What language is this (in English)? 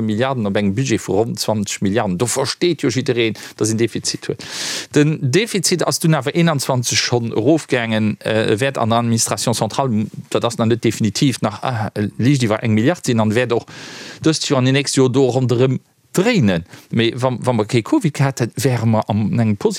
Luxembourgish